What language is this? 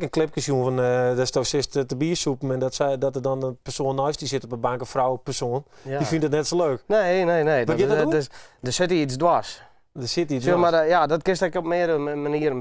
Western Frisian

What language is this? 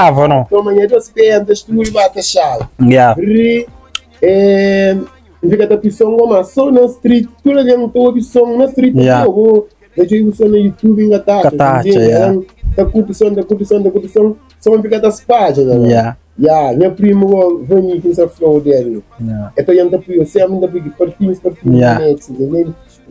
Kabuverdianu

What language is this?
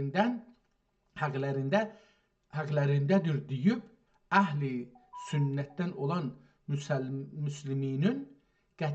South Azerbaijani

